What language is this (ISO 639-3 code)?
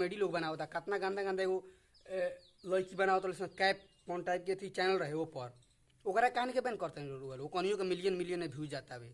bho